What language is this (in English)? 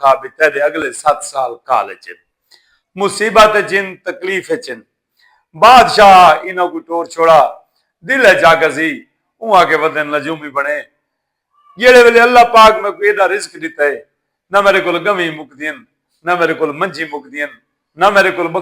Saraiki